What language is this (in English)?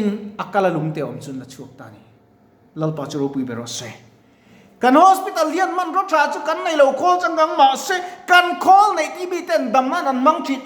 Mizo